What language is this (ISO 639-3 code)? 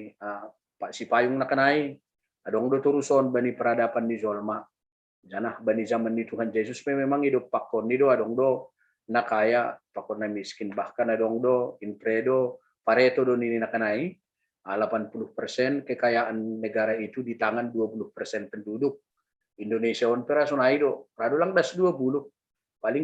bts